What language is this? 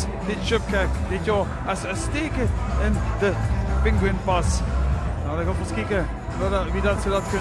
Limburgish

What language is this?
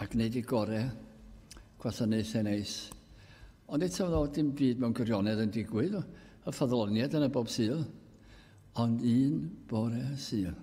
Welsh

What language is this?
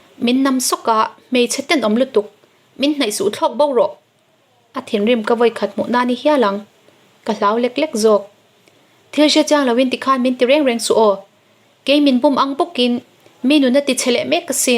Mizo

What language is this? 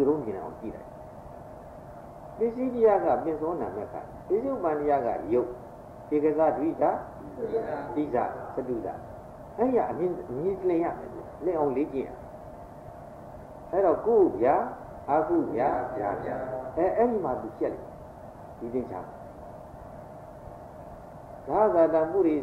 Burmese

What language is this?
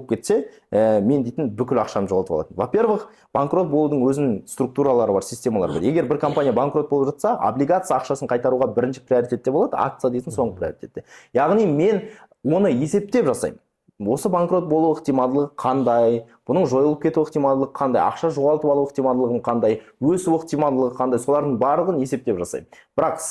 Kazakh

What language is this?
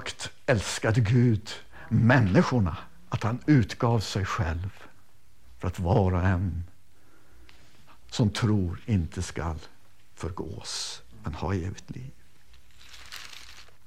Swedish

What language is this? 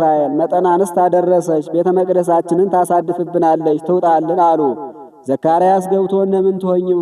Amharic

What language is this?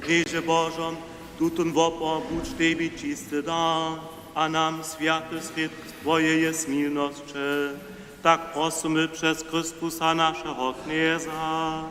Upper Sorbian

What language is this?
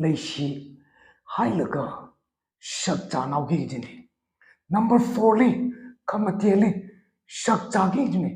Tangkhul Naga (India)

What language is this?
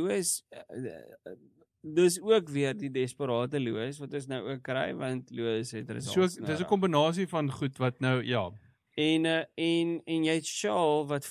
Afrikaans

